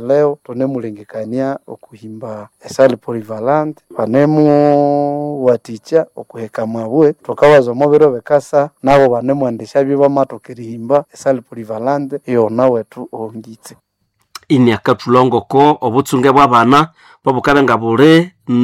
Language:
Nande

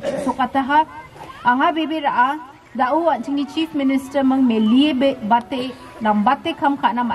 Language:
Garo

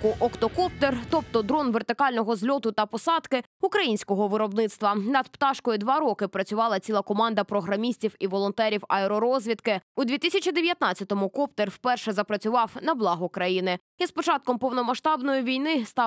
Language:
Ukrainian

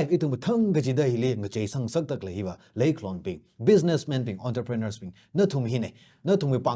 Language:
Tangkhul Naga (India)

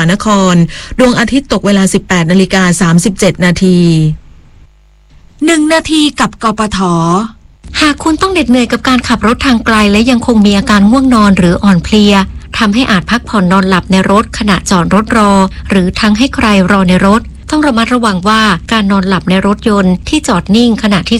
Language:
Thai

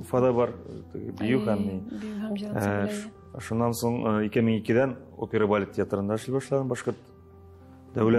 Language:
Tatar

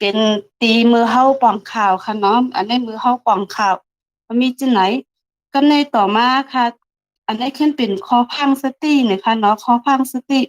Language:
Shan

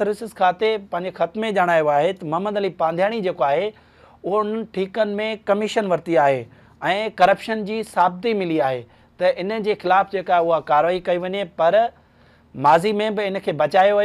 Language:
Sindhi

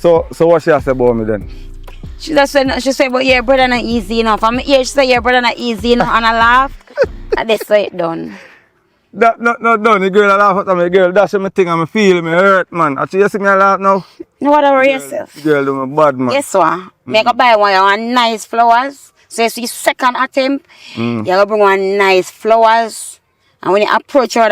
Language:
Jamaican Creole English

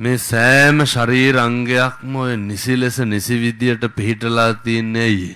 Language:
Sinhala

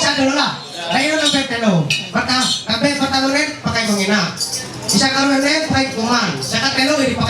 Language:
Ma'anyan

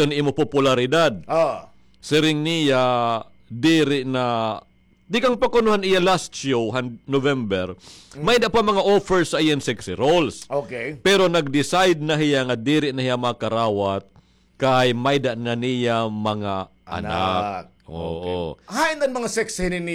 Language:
Waray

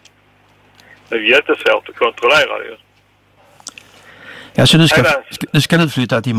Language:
Swedish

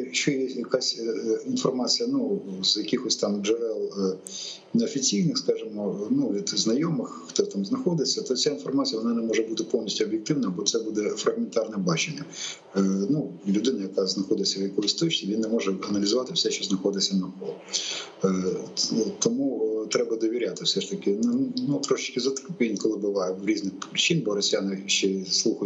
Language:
Ukrainian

